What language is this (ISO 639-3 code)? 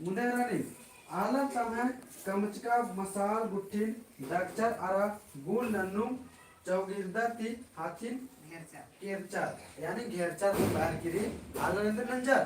kru